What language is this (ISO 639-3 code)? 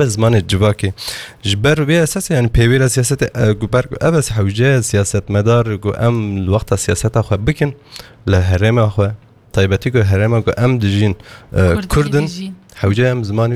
kur